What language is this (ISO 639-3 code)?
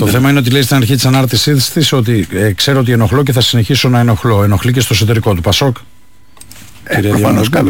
ell